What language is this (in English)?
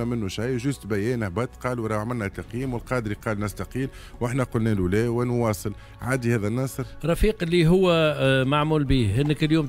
Tunisian Arabic